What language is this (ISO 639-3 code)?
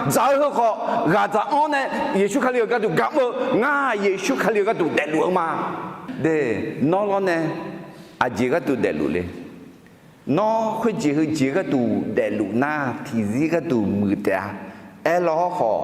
ahk